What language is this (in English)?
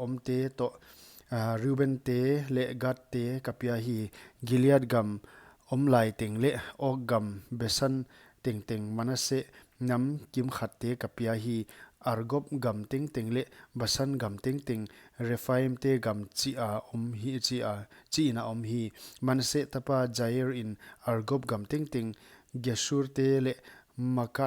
Paite Chin